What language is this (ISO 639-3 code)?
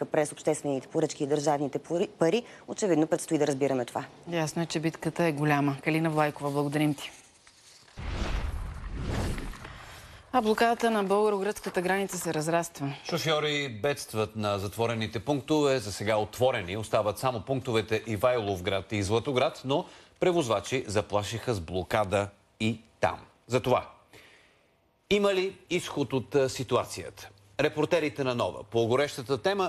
bul